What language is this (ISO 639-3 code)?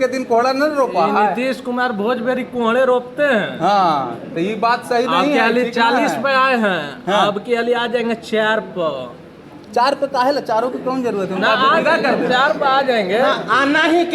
mag